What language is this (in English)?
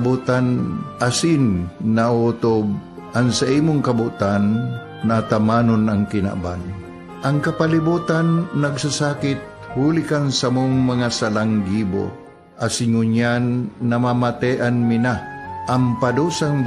Bikol